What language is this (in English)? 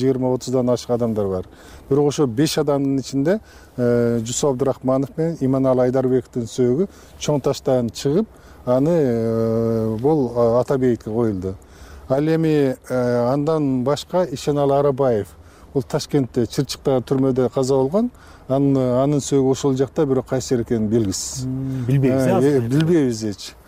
Kyrgyz